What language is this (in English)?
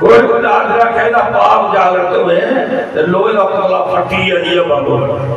Dogri